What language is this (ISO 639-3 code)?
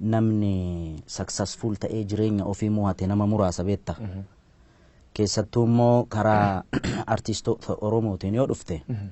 orm